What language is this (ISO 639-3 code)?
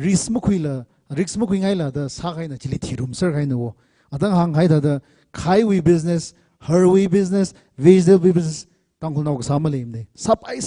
nmf